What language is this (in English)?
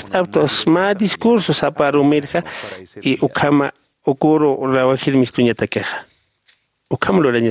Aymara